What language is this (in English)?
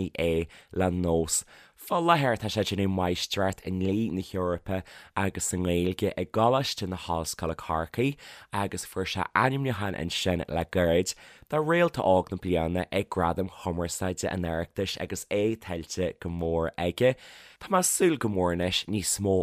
Irish